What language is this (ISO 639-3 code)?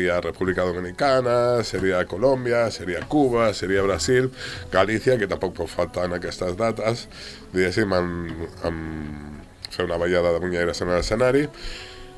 cat